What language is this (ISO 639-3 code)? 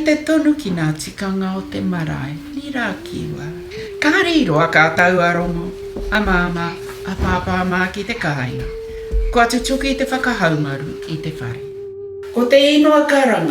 mri